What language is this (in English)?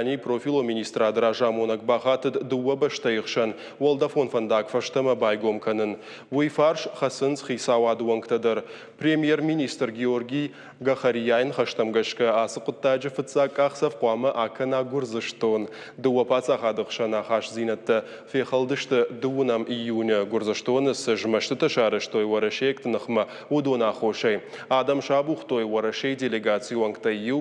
Ossetic